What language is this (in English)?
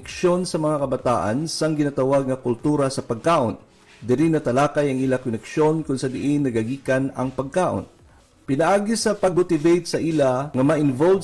Hiligaynon